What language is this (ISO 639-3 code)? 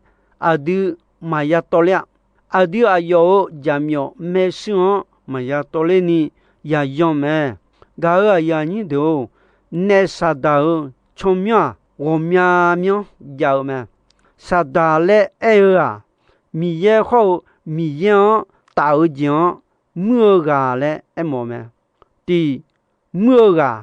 ahk